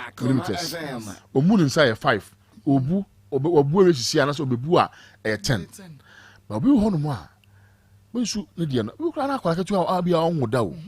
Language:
Akan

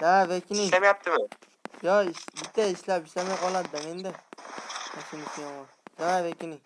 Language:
Uzbek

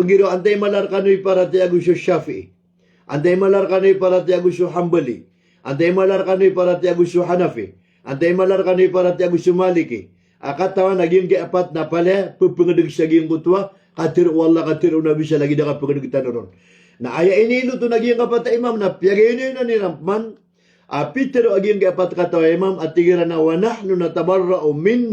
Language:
Maranao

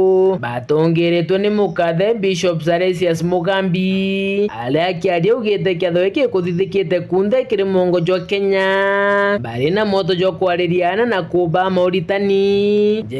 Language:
Meru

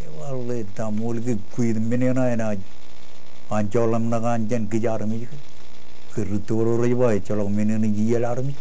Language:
Marshallese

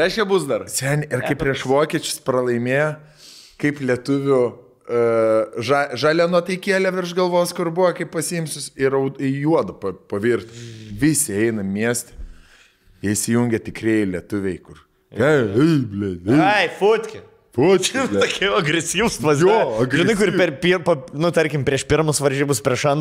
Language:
Lithuanian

